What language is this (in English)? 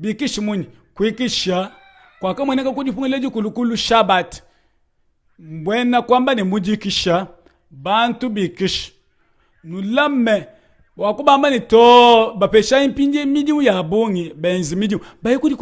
Luba-Lulua